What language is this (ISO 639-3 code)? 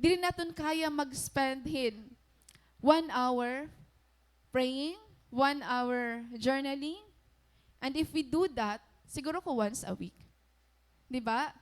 war